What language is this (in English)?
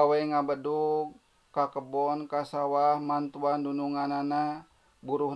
Sundanese